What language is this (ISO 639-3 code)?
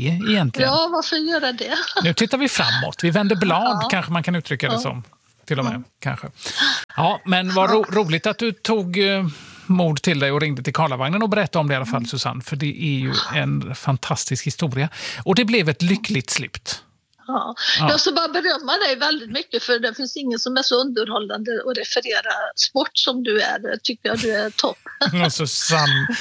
swe